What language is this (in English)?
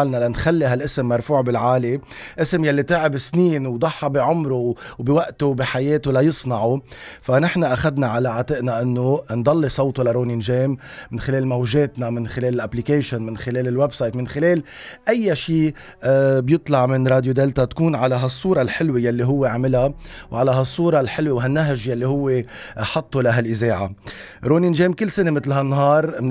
North Levantine Arabic